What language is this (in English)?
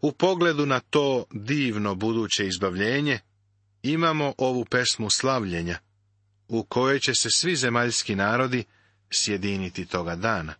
Serbian